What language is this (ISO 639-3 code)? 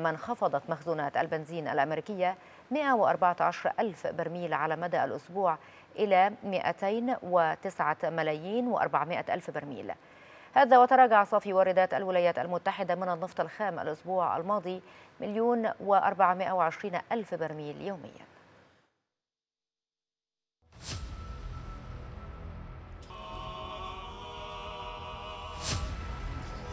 ara